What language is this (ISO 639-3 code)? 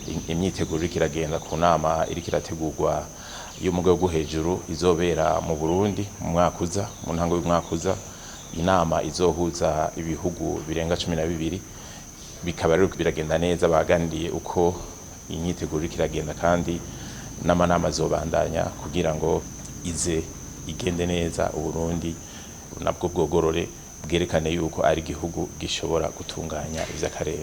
run